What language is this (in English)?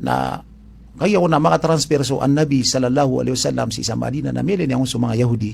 Maranao